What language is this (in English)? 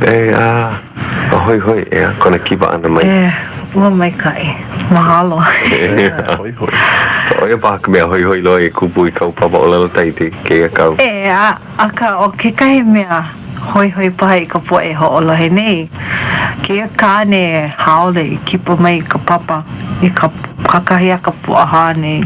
Hawaiian